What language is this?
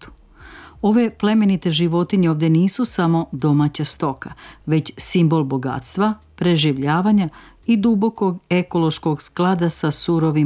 Serbian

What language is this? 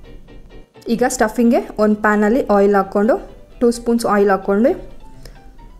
Kannada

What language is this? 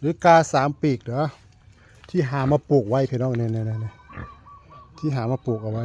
Northeastern Thai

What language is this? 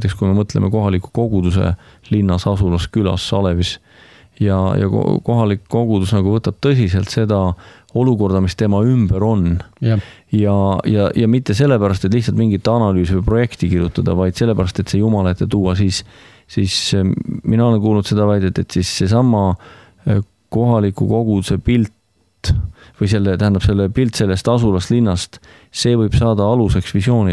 Estonian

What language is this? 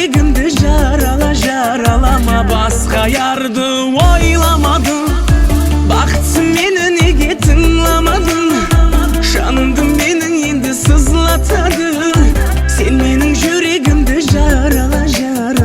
Kara-Kalpak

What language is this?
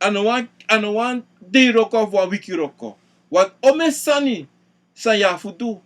Sranan Tongo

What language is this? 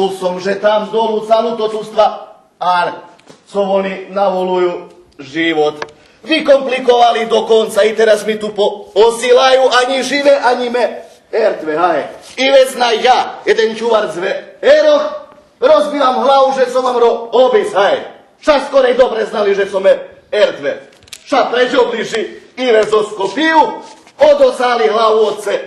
Rusyn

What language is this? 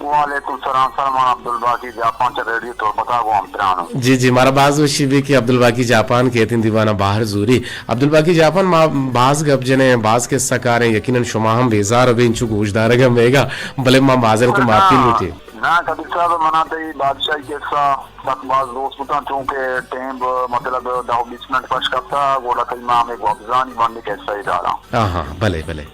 Eastern Balochi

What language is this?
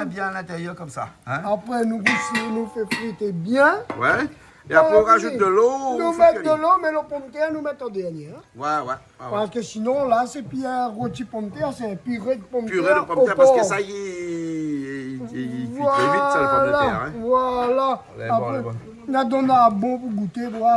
Réunion Creole French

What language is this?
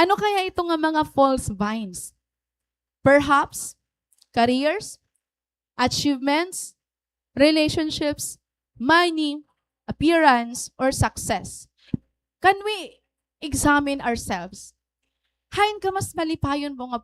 Waray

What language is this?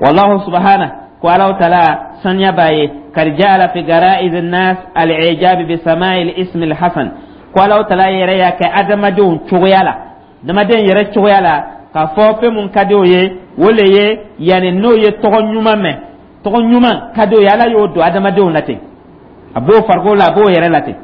Dyula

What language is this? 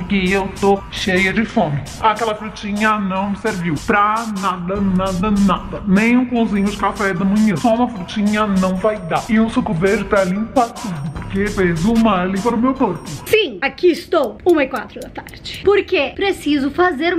Portuguese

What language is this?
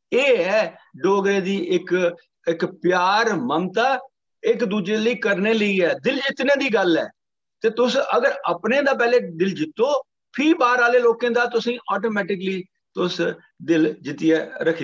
Dogri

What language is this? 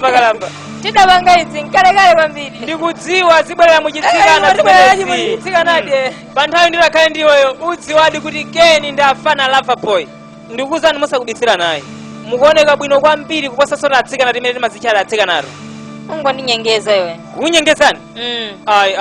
Nyanja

